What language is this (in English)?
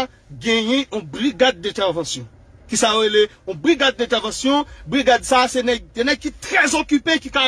Haitian Creole